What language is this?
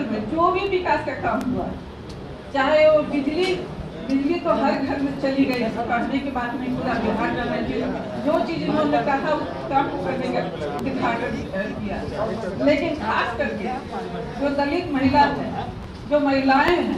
Hindi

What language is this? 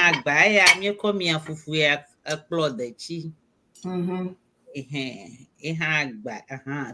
Ewe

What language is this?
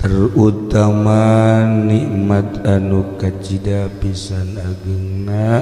Sundanese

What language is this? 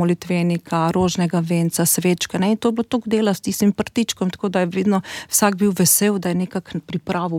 Slovenian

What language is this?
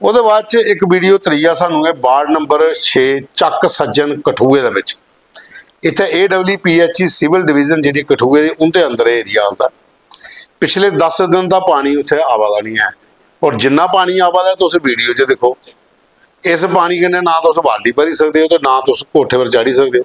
Dogri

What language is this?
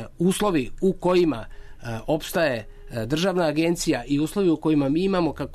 Serbian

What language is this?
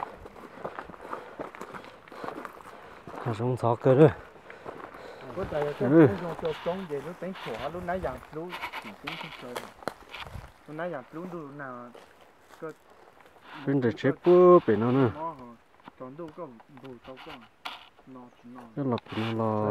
Vietnamese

